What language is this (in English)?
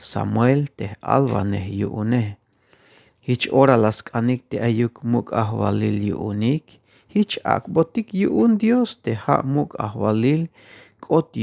Tzeltal